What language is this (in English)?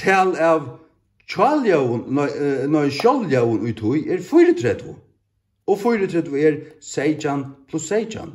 Faroese